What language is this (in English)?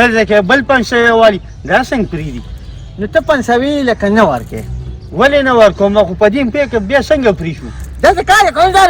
Pashto